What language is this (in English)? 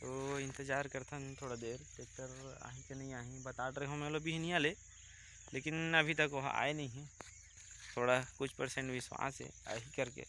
Chhattisgarhi